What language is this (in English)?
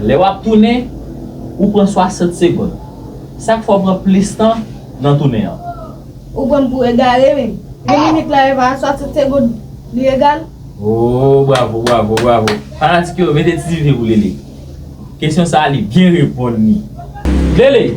Haitian Creole